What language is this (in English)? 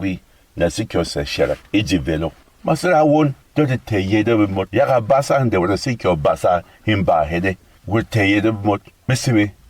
Berom